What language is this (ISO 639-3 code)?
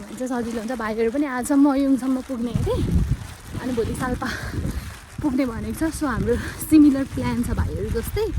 nep